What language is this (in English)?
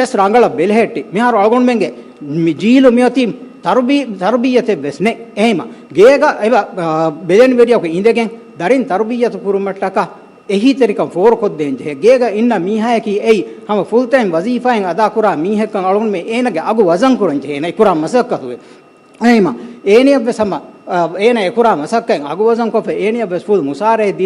Divehi